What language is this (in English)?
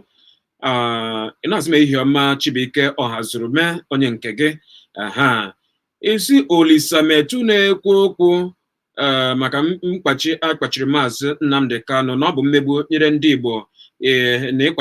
Igbo